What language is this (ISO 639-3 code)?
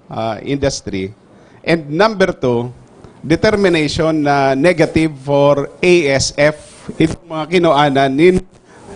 bik